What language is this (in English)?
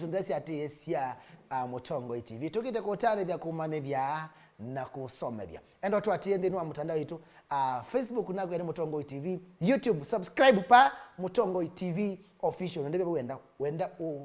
Kamba